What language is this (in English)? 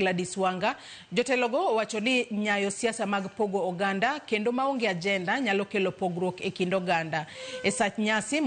Luo (Kenya and Tanzania)